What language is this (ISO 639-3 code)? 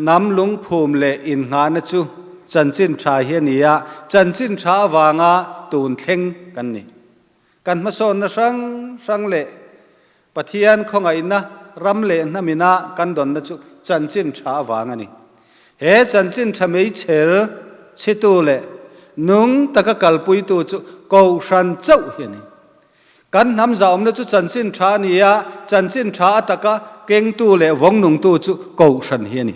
lus